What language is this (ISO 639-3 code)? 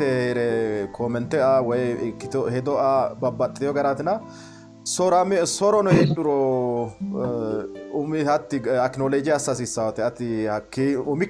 sid